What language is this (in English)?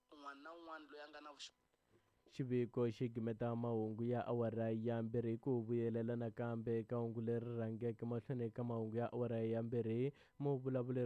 Tsonga